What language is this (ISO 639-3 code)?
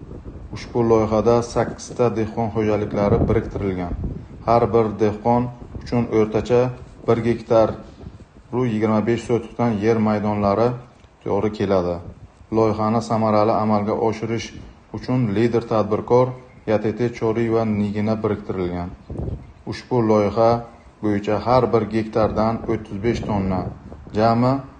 uzb